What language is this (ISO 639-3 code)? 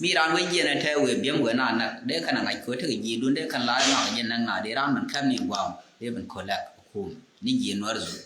nus